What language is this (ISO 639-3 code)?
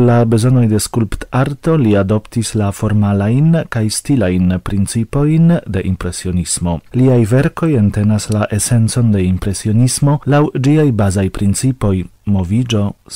epo